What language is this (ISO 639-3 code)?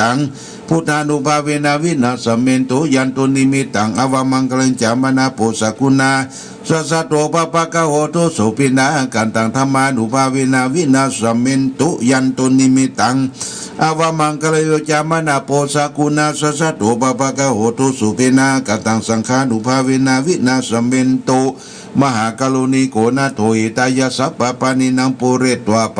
pli